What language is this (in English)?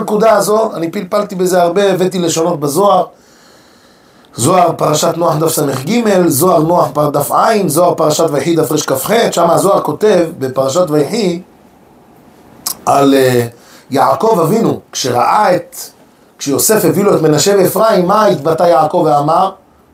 Hebrew